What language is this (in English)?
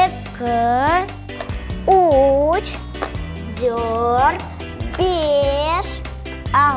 Crimean Tatar